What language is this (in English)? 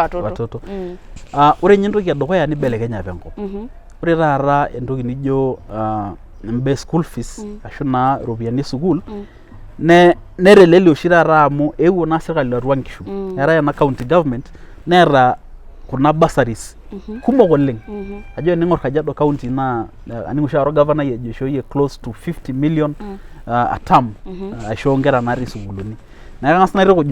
Masai